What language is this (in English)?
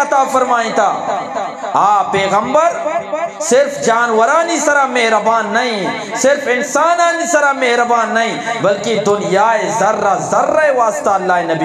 Eastern Balochi